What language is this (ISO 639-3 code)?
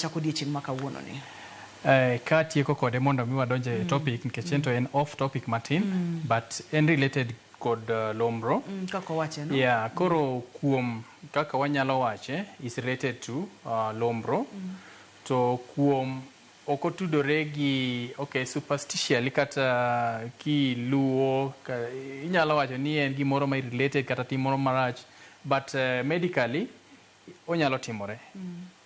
luo